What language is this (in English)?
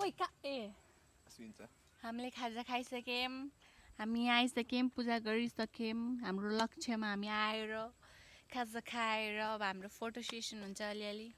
Nepali